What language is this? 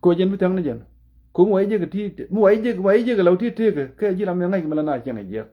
Nuer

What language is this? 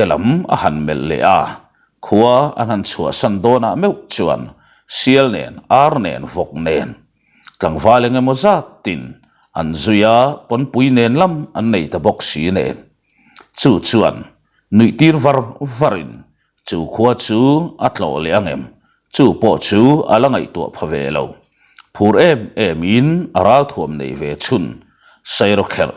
Mizo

